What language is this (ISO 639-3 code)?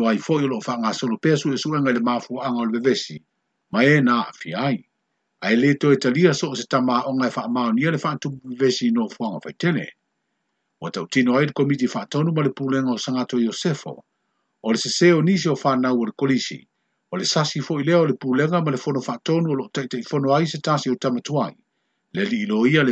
smo